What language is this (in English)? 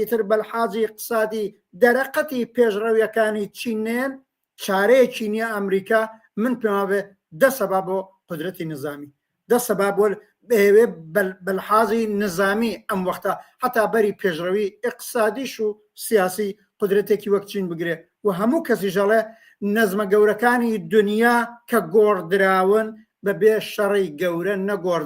Central Kurdish